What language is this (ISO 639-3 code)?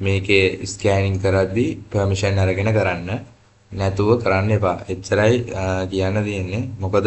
sin